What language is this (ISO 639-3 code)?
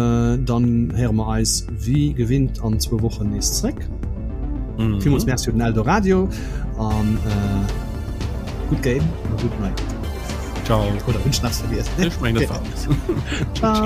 ltz